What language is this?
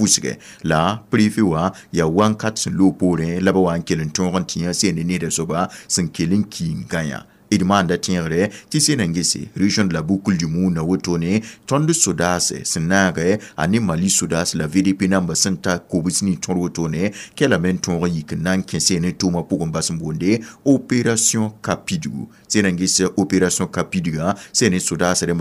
Mossi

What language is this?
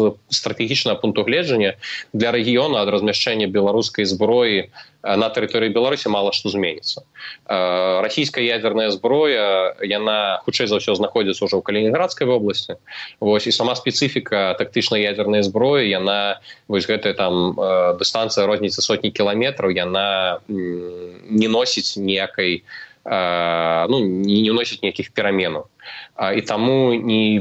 Belarusian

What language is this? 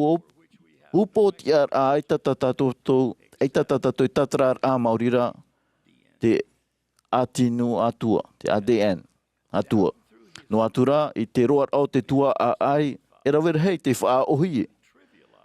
Tahitian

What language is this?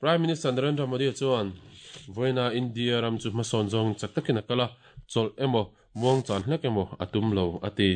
Mizo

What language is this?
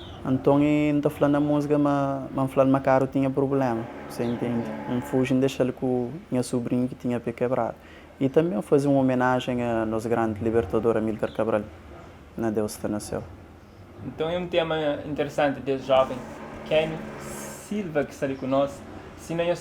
Kabuverdianu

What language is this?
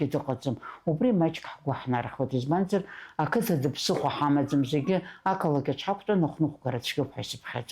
Abkhazian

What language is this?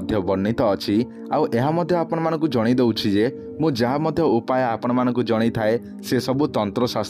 Odia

